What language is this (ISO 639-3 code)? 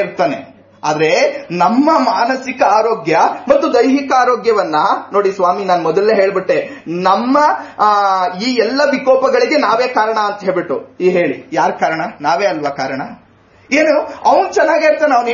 kan